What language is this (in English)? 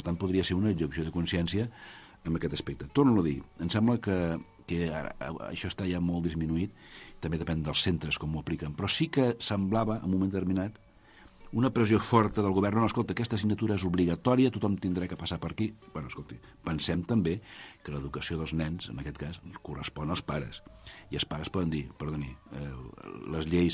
Catalan